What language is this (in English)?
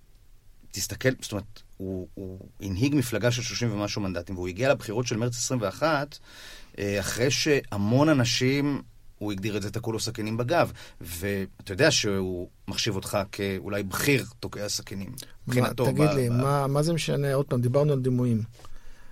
Hebrew